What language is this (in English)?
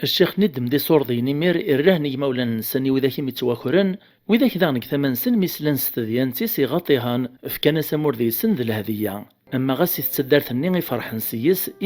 Kabyle